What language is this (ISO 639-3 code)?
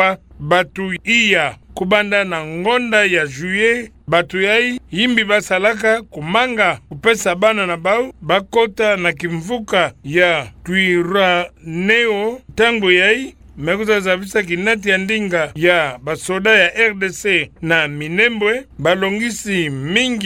ktu